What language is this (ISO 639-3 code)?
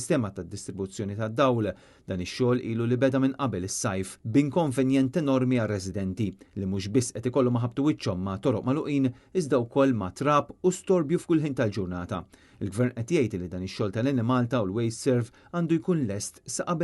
mlt